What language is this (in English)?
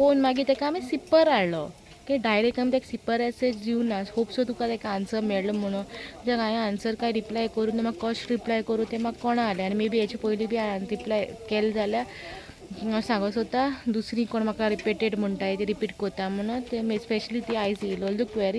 Konkani